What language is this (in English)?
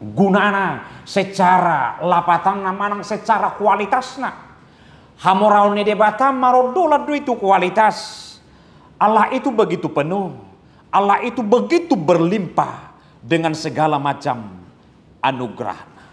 Batak Toba